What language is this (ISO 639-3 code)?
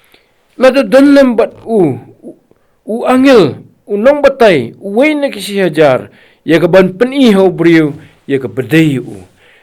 kha